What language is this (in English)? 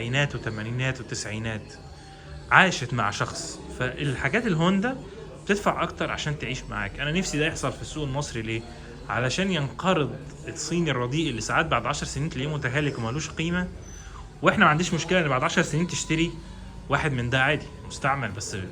Egyptian Arabic